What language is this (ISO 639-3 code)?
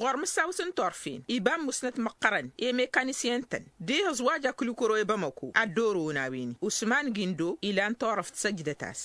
taq